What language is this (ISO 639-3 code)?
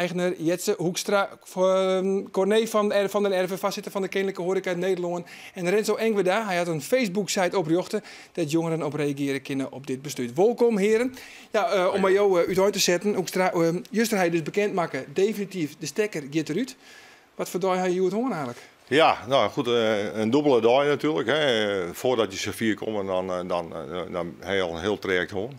fry